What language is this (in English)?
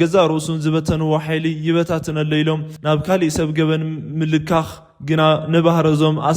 Tigrinya